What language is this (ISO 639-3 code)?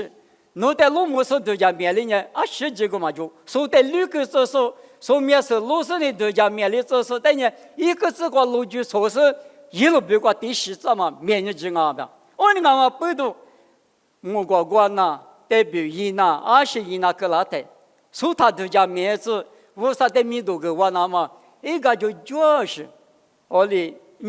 lis